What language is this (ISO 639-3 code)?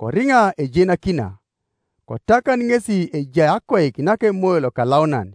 teo